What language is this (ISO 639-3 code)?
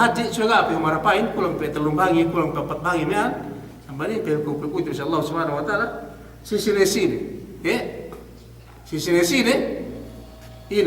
yka